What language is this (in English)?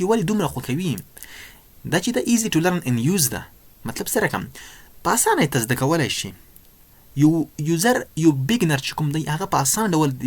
Pashto